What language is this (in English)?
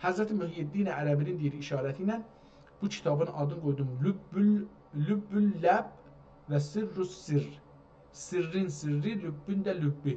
South Azerbaijani